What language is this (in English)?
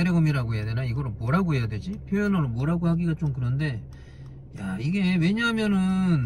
Korean